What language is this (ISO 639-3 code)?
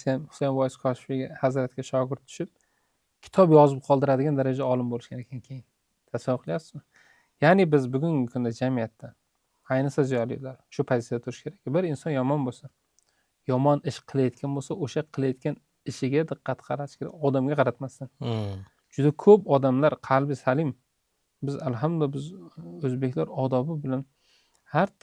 uzb